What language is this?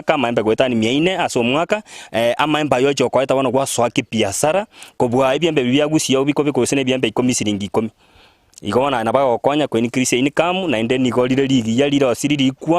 Gusii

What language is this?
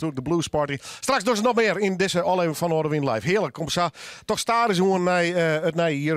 Western Frisian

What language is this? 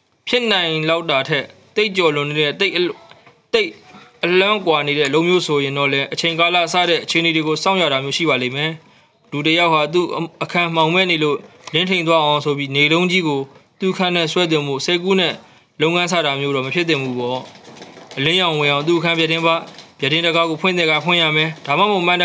Burmese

